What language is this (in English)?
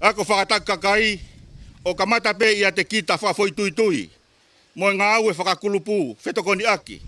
Tongan